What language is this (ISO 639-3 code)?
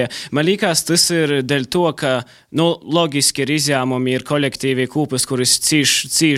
lav